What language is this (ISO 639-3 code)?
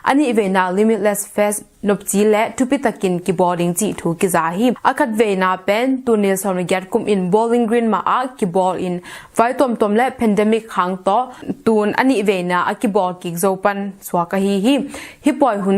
ctd